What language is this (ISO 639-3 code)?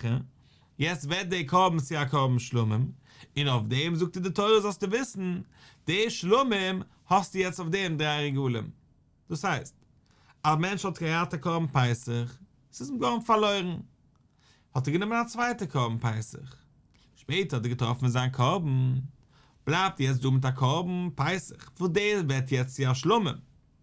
yid